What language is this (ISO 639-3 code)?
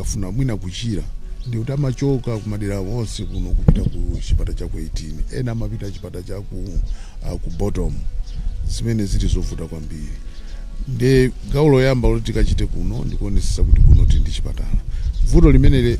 nya